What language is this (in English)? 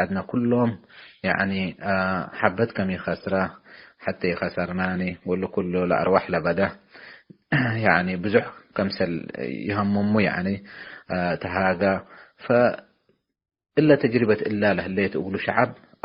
Tigre